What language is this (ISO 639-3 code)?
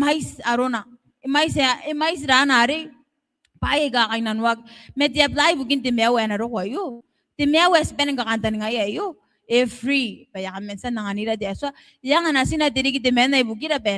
gil